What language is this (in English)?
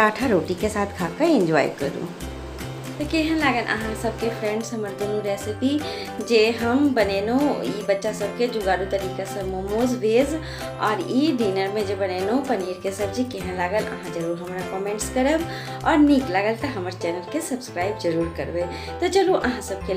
Maithili